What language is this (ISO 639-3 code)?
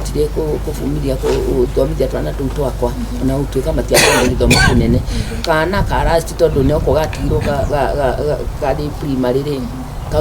kik